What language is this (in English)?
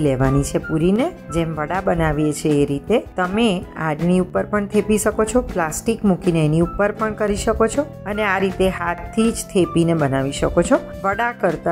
Gujarati